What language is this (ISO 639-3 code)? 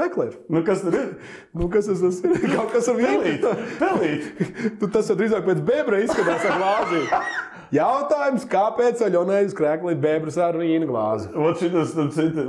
lav